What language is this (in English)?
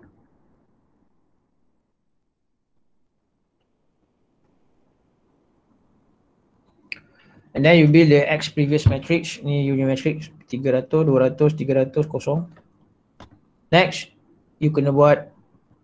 Malay